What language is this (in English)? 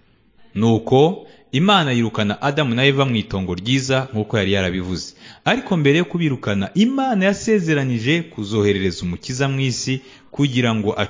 Kinyarwanda